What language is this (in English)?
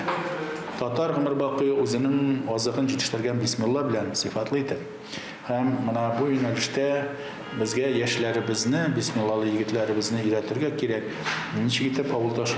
Tatar